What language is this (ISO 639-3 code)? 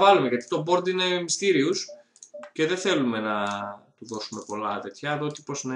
ell